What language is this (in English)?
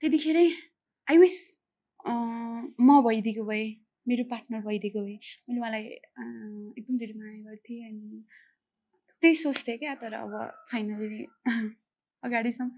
Nepali